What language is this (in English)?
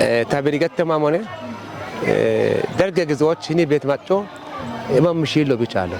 Kafa